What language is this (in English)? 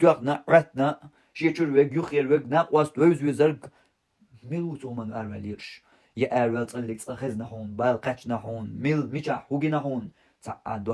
Chechen